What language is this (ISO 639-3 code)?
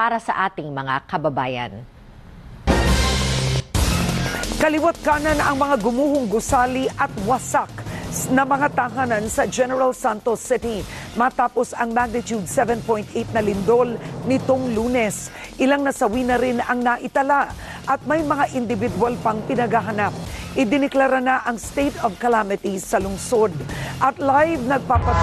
fil